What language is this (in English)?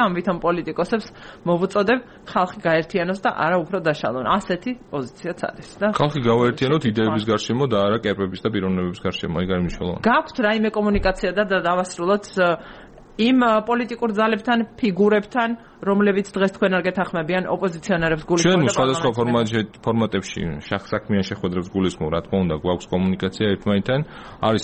Georgian